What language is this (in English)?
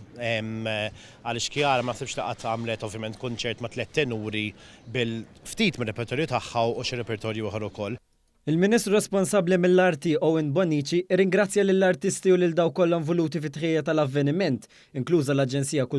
Maltese